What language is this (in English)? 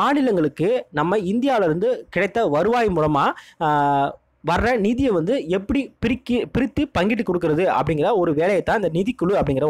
Tamil